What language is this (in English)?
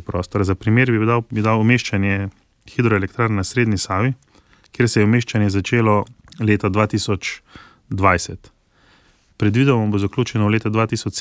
Slovenian